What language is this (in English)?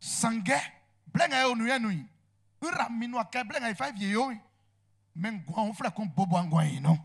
Baoulé